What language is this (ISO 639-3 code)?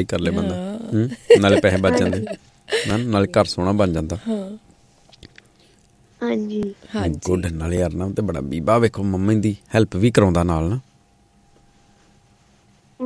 pan